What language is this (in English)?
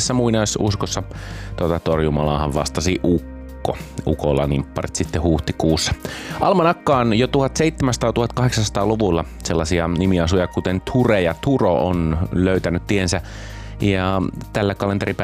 Finnish